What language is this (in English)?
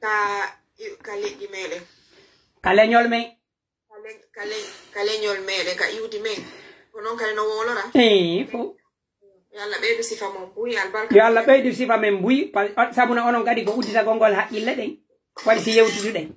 Pular